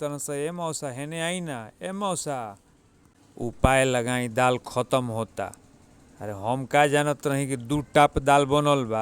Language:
Bhojpuri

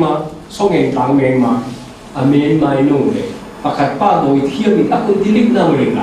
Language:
Falam Chin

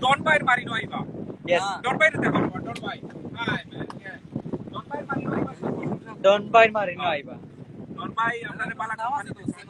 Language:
Sylheti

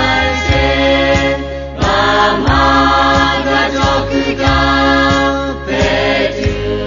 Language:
Lahu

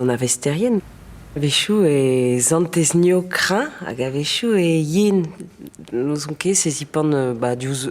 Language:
Breton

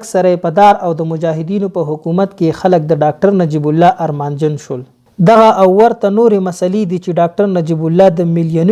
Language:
Pashto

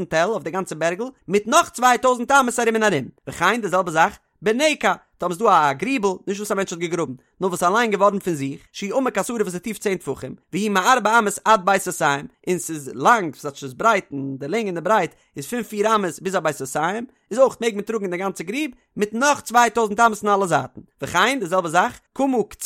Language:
Yiddish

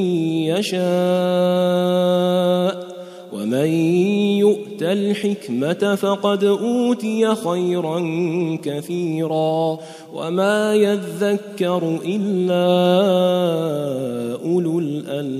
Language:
Arabic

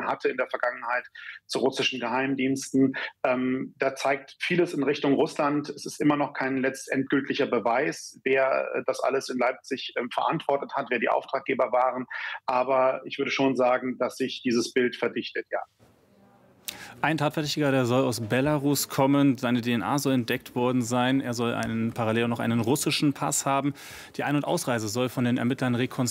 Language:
German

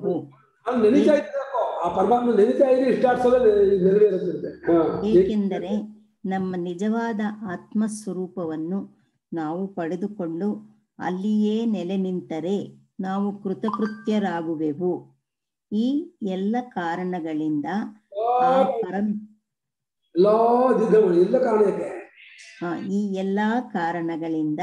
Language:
Kannada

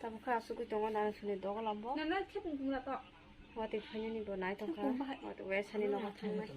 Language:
Kok Borok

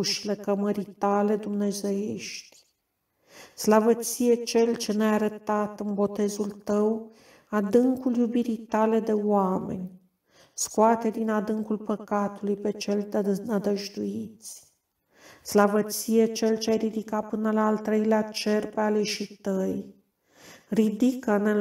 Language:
Romanian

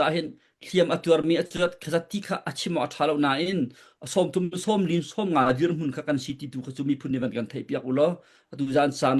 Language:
Falam Chin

